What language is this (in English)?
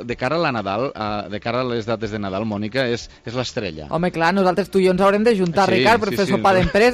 Catalan